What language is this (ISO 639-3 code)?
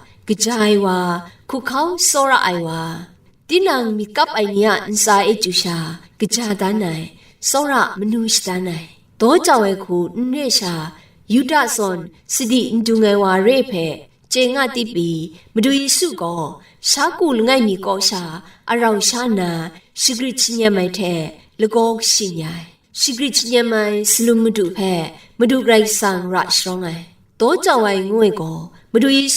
kac